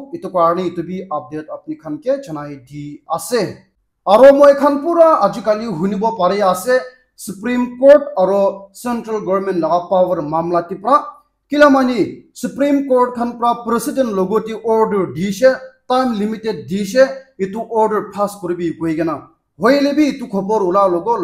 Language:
Naga Pidgin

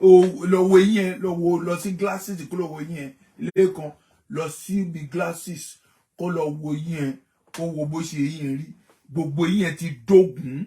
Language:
Yoruba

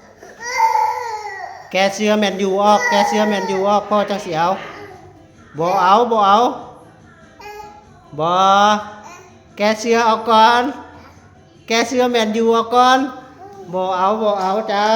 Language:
Lao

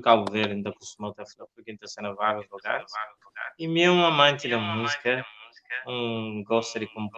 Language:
Kabuverdianu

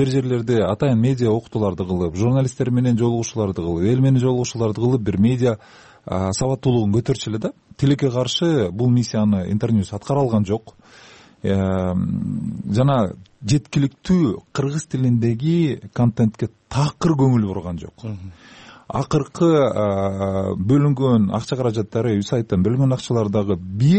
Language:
Kyrgyz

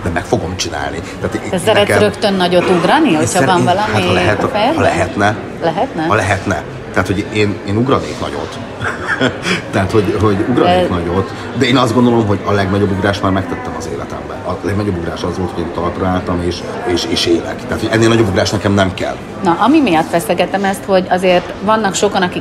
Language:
Hungarian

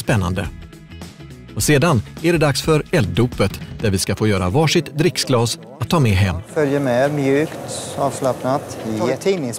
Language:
Swedish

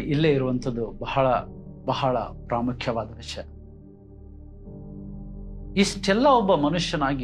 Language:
Kannada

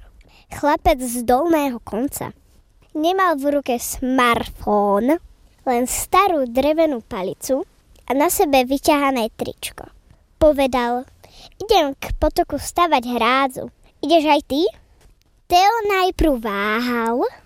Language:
Slovak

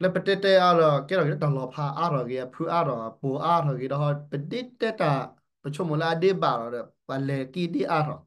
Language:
S'gaw Karen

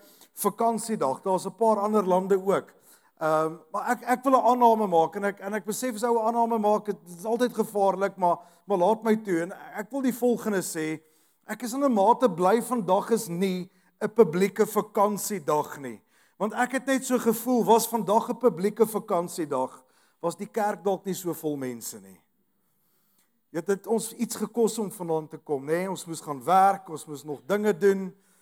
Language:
Afrikaans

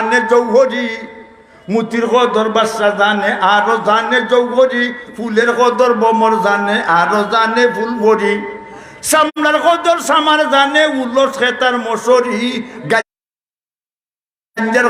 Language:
Sylheti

